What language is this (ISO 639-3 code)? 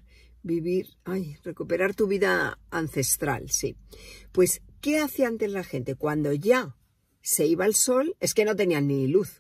spa